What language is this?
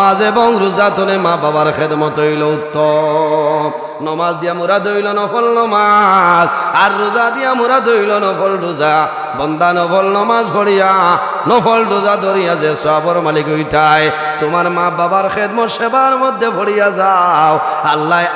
Sylheti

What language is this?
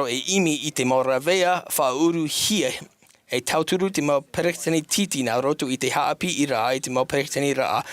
Tahitian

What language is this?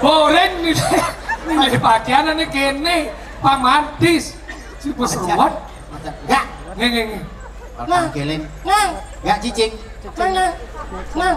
Balinese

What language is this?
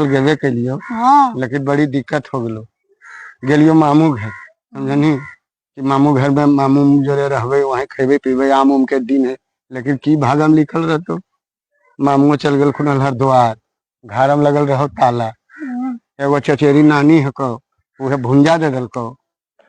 Magahi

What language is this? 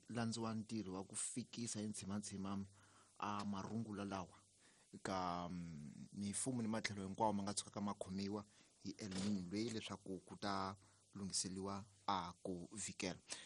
Tsonga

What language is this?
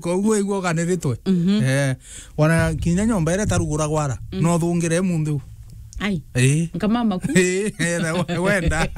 Meru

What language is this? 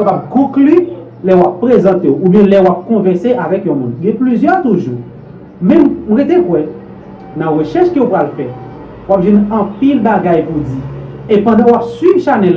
Haitian Creole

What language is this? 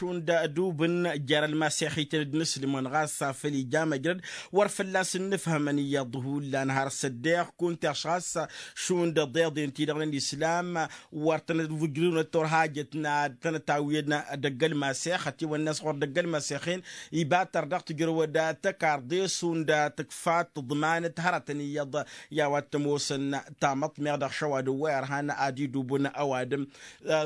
Tamasheq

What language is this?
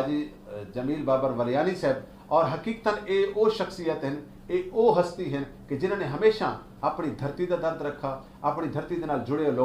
Saraiki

